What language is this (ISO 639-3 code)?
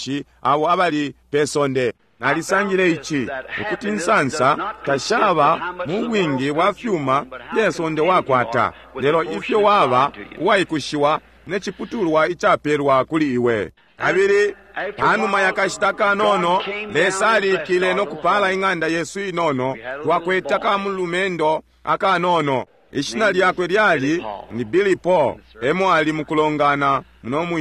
bem